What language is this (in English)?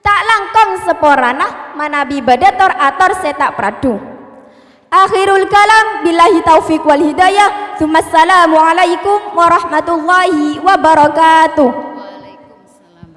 Madurese